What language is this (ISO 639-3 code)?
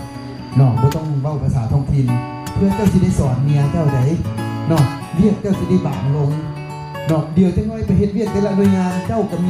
lao